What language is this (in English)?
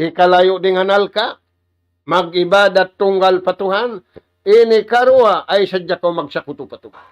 Tausug